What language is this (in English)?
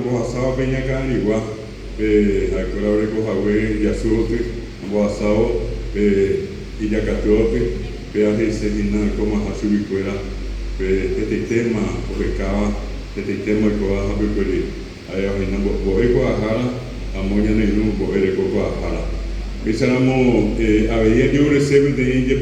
Guarani